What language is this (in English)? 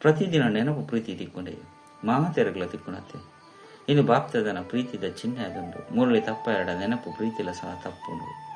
Tulu